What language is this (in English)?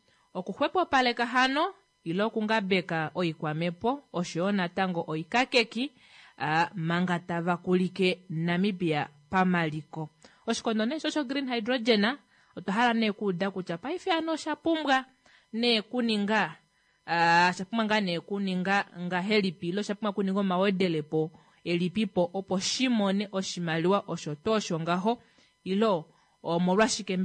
Kuanyama